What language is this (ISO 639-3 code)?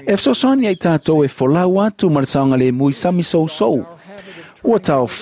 smo